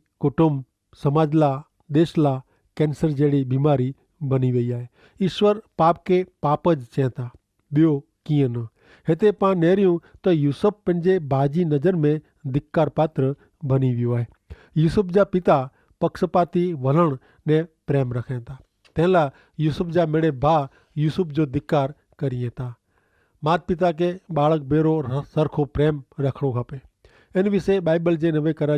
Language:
Kachhi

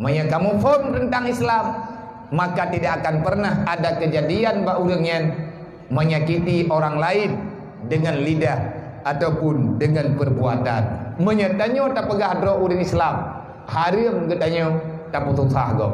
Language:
Achinese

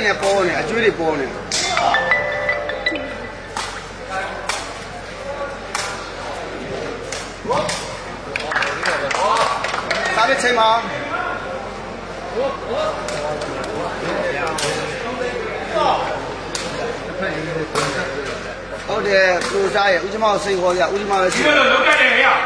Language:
Burmese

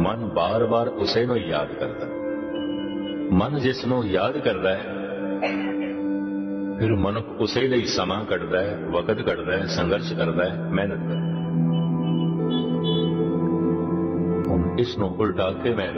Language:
Punjabi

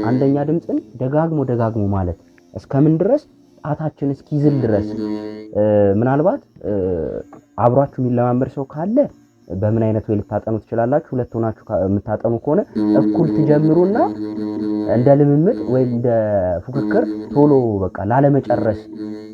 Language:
Amharic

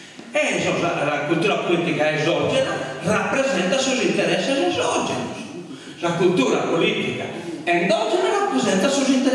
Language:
Sardinian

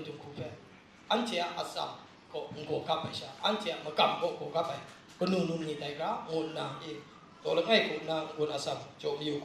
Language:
Kachin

